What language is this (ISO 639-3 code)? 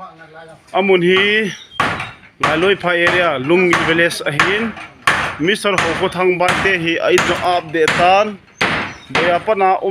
tcz